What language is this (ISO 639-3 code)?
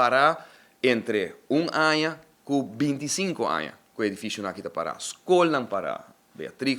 pap